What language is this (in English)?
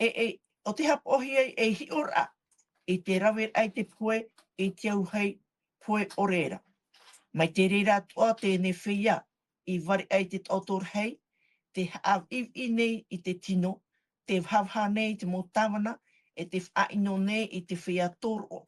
Tahitian